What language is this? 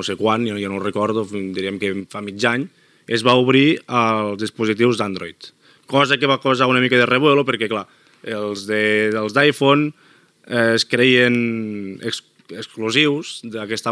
Catalan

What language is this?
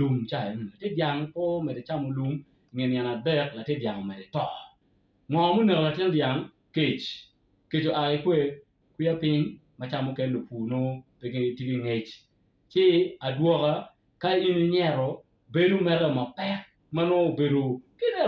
Acoli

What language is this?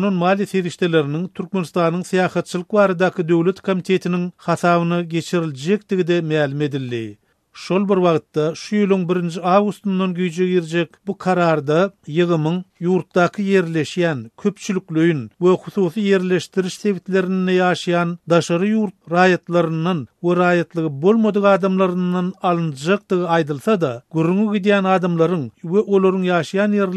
Turkmen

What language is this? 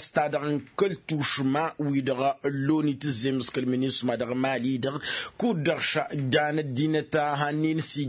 Tamasheq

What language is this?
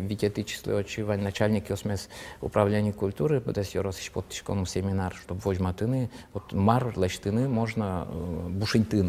Udmurt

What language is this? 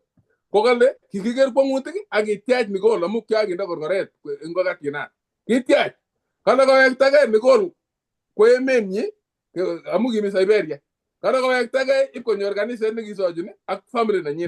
Kalenjin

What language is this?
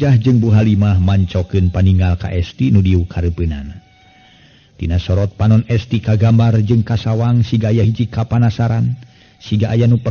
Sundanese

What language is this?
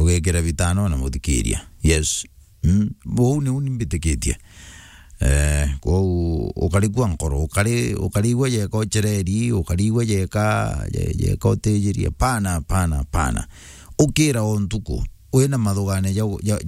Meru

